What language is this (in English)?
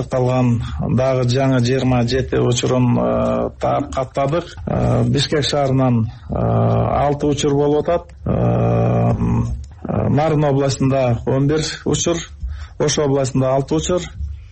Kyrgyz